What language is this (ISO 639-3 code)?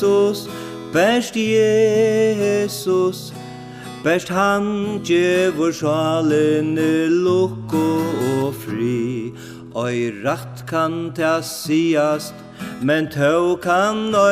fao